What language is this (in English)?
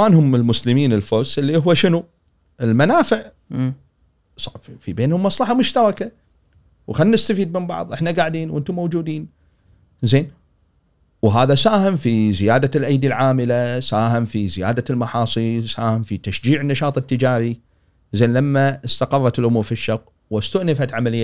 Gulf Arabic